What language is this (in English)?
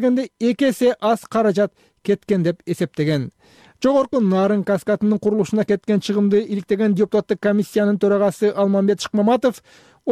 Kyrgyz